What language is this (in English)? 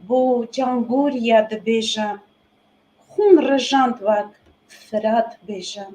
Kurdish